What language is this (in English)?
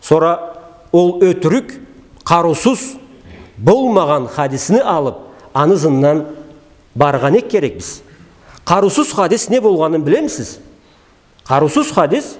Karachay-Balkar